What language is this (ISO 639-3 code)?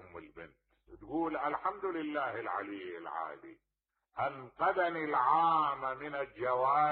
acm